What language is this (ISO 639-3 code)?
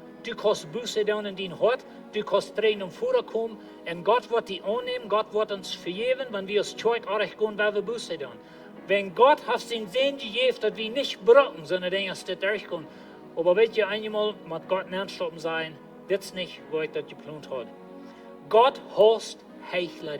pdt